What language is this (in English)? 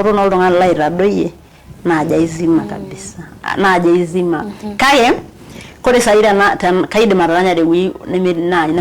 Masai